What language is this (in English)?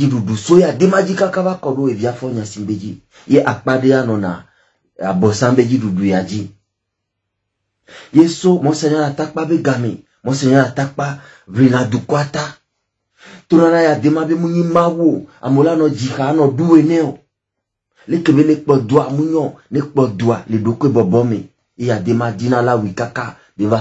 French